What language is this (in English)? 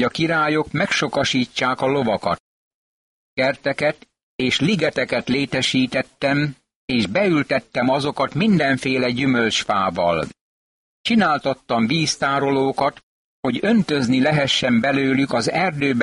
Hungarian